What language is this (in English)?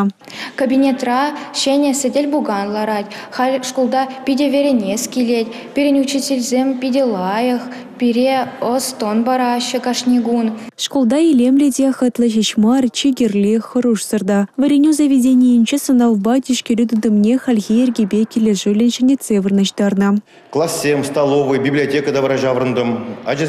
Chuvash